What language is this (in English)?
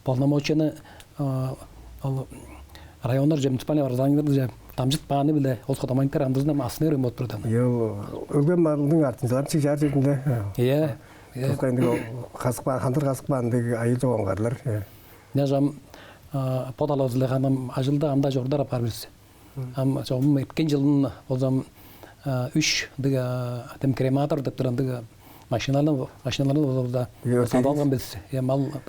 Tuvinian